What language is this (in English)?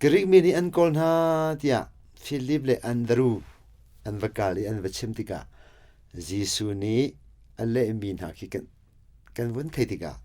Hakha Chin